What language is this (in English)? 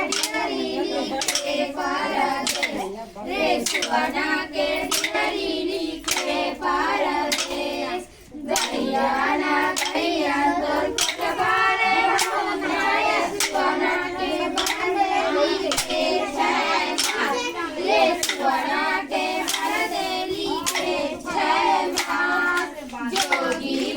Chhattisgarhi